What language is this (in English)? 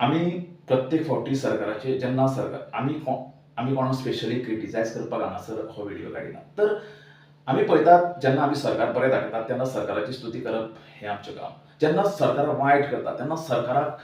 Konkani